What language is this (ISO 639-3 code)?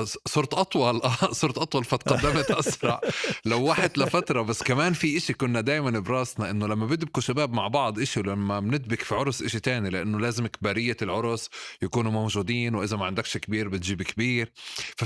apc